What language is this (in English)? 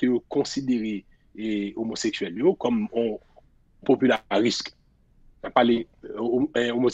Haitian Creole